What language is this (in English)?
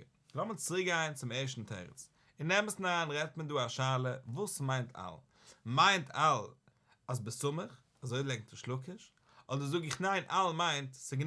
Yiddish